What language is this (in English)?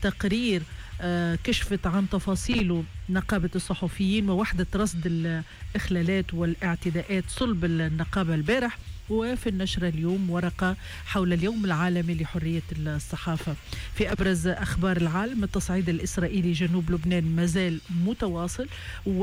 Tunisian Arabic